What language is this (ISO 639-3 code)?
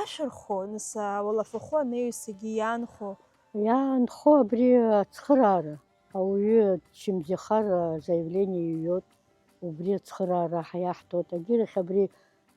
abk